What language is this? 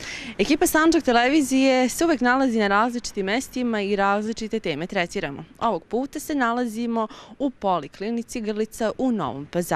Serbian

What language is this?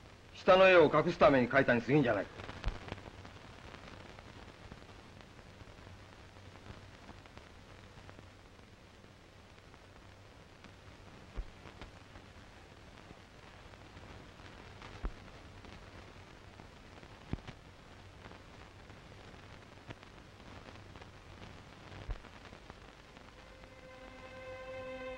Japanese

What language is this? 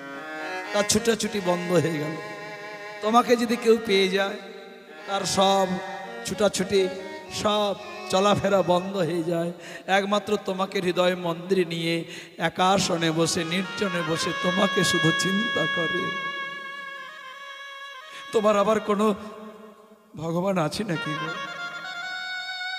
Bangla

